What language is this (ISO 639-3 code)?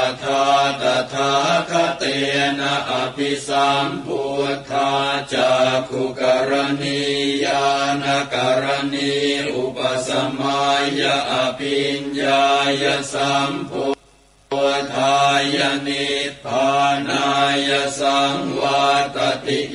pli